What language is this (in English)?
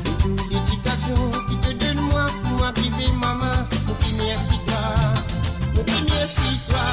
Morisyen